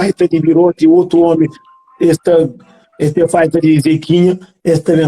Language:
Kabuverdianu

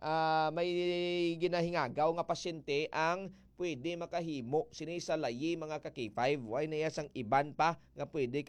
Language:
Hiligaynon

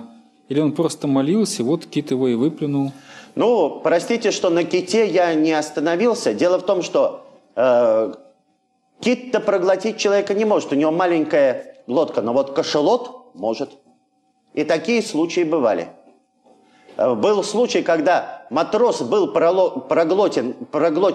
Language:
Russian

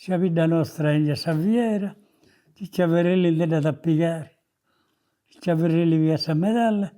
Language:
Sardinian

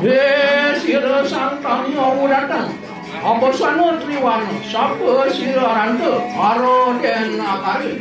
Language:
Balinese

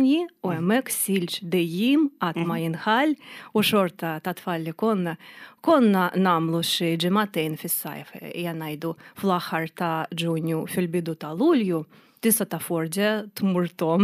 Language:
Maltese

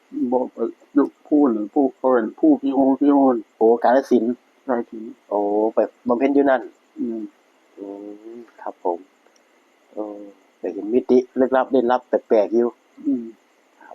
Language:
Northeastern Thai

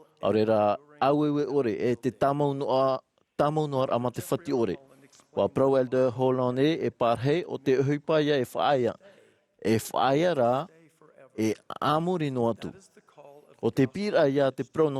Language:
Tahitian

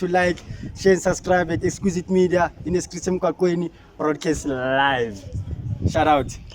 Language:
Zulu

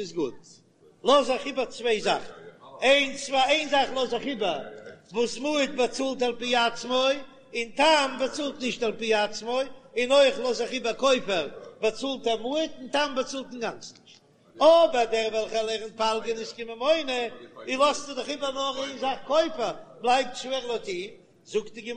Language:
Yiddish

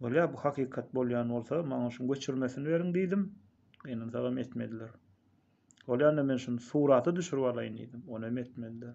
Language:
Turkmen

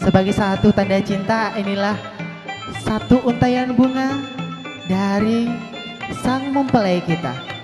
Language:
Banjar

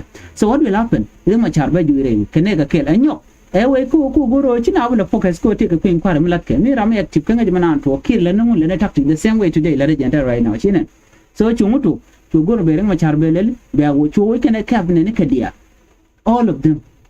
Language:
Nuer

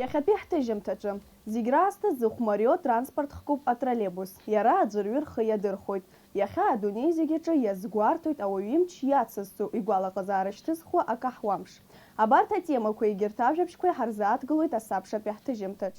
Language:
Abkhazian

